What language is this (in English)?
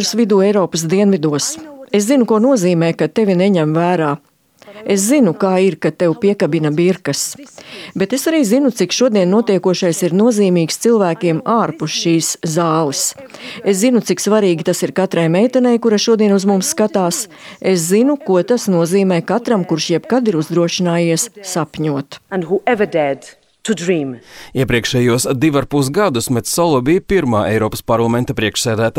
Latvian